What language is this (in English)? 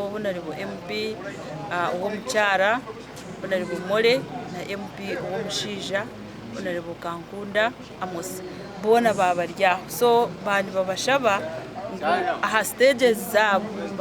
Nyankole